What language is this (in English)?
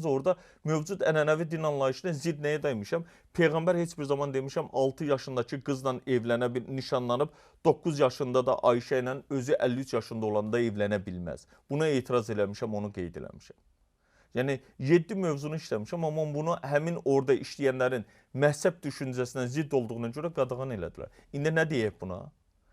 Azerbaijani